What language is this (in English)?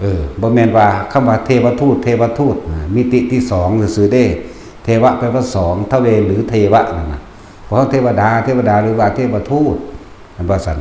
Northeastern Thai